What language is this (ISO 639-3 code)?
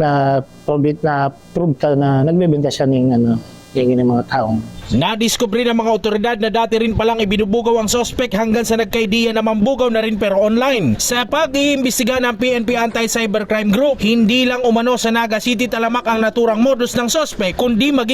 bik